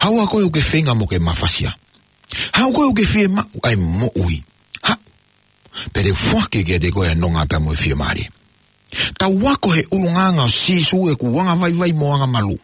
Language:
Tongan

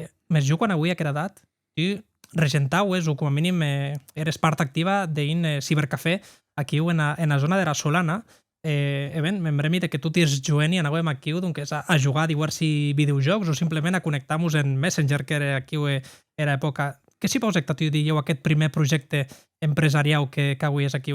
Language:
Occitan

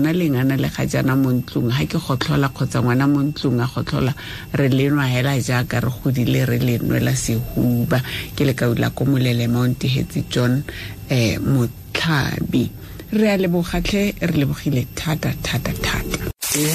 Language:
Tswana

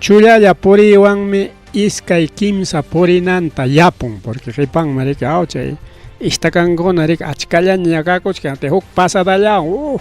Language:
Ayacucho Quechua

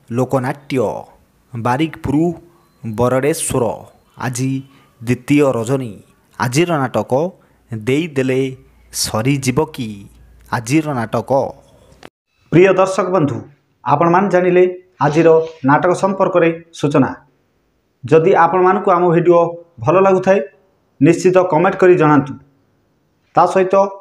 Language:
Odia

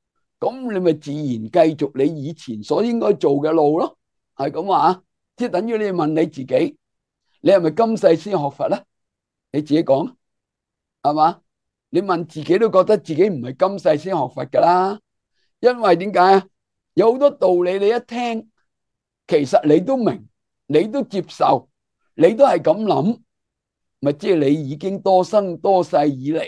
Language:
Cantonese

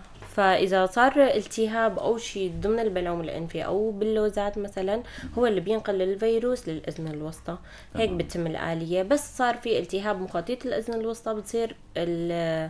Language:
North Levantine Arabic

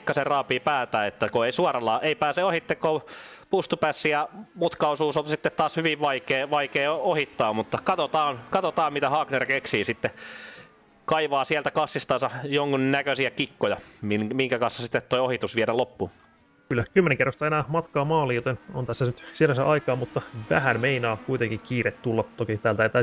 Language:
Finnish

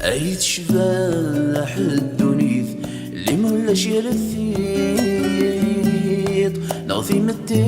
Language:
Kabyle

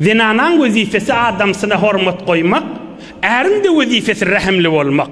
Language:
Turkmen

